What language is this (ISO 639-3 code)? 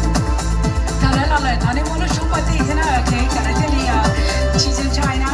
hmn